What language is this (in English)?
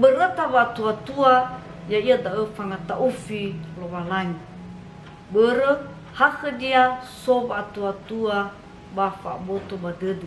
Nias